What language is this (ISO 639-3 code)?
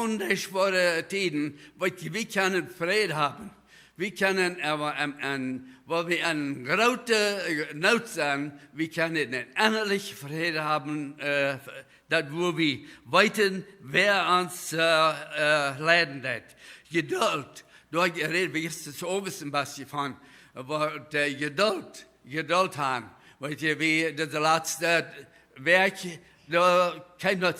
pdt